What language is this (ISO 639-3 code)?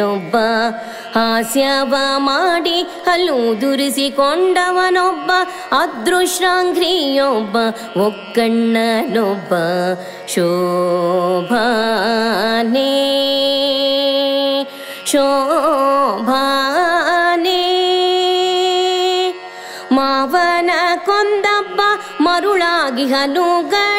kan